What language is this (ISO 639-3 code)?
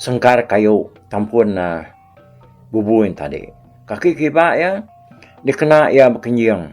iba